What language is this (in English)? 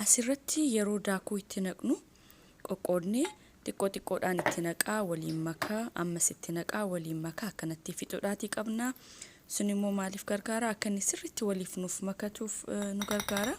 Oromo